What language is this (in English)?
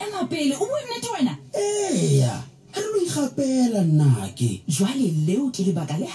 Southern Sotho